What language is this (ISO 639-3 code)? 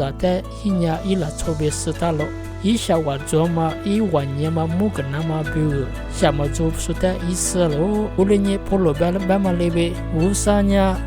lis